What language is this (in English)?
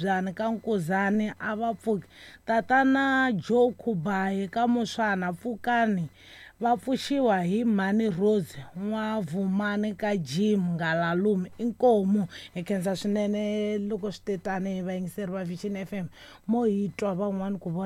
Tsonga